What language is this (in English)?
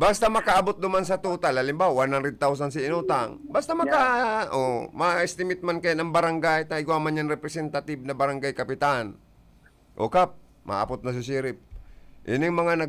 Bikol